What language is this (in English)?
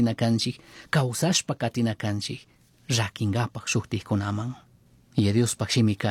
Chimborazo Highland Quichua